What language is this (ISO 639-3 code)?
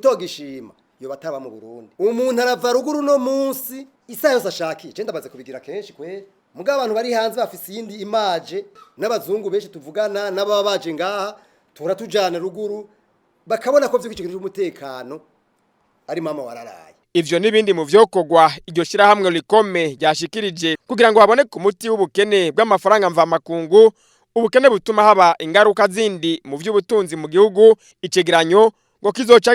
run